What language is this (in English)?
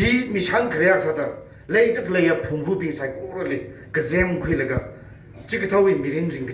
Tangkhul Naga (India)